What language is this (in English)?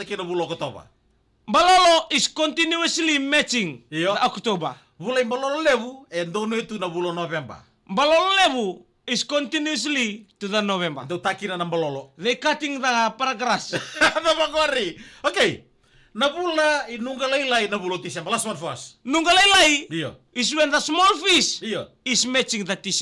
Fijian